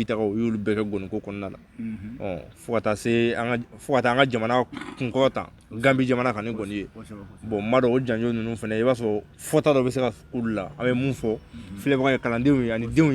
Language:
Bambara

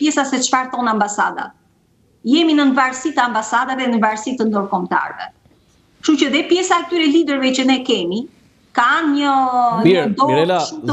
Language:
Albanian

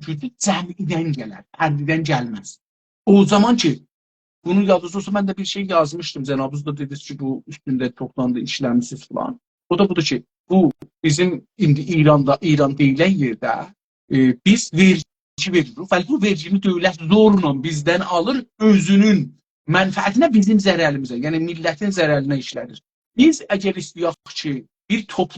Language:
South Azerbaijani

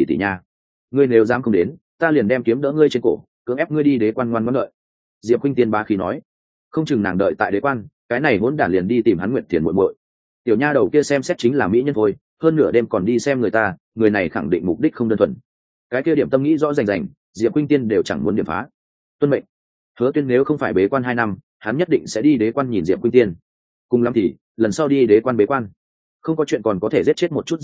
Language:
Vietnamese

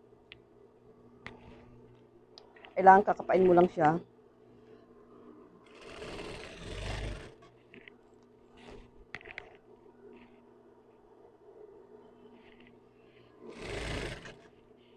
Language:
Filipino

